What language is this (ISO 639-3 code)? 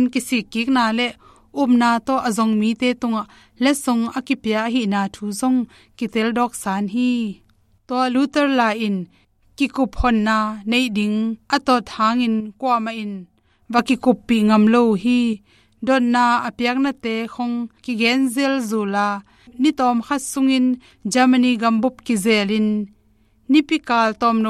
ctd